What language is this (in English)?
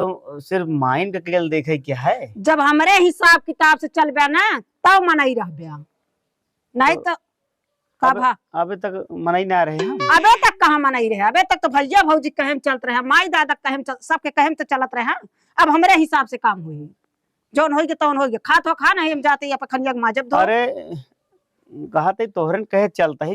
Awadhi